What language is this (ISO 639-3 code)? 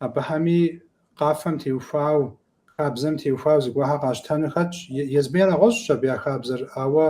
kbd